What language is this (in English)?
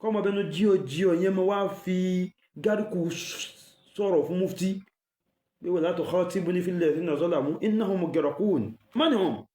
Yoruba